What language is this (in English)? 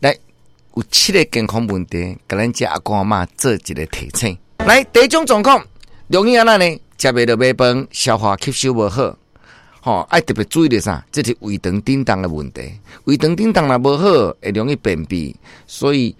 Min Nan Chinese